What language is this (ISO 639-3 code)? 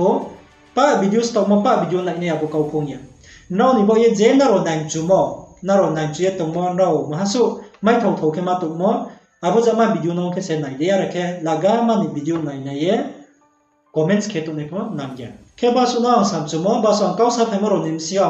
ria